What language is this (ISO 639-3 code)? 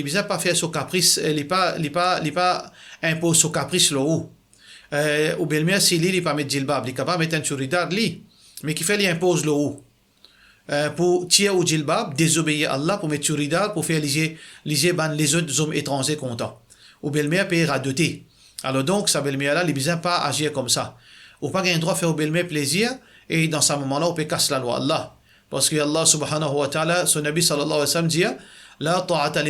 mfe